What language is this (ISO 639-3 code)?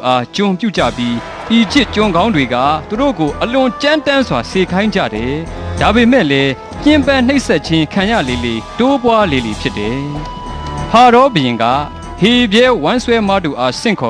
mya